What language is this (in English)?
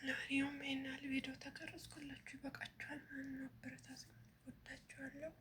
Amharic